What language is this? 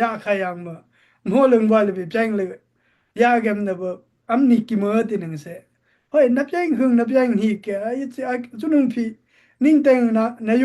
Daai Chin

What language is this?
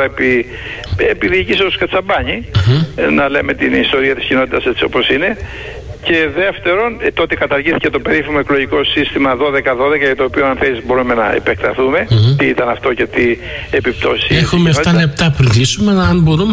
Greek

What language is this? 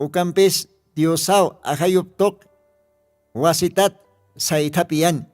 Aymara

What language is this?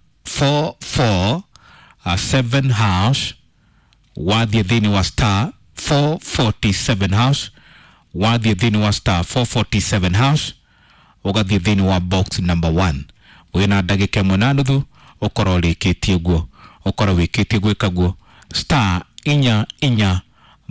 Kikuyu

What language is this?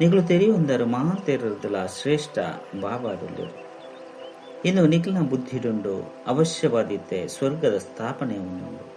Tulu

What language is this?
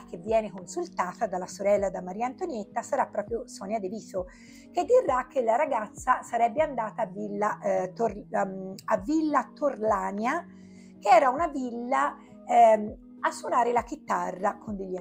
Italian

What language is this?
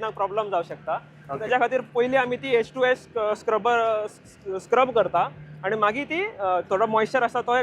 Konkani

